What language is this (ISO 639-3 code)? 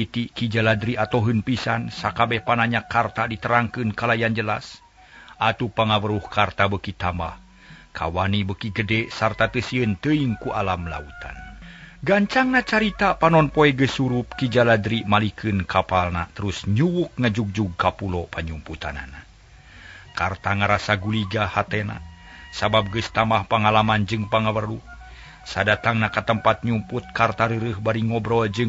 sun